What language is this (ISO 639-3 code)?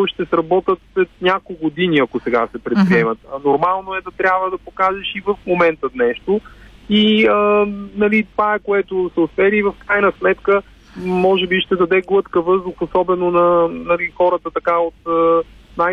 bul